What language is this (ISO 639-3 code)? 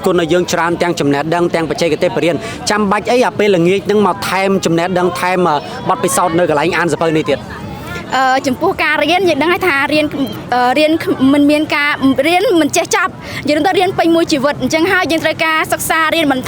khm